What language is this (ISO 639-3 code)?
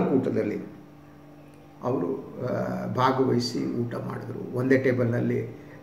kan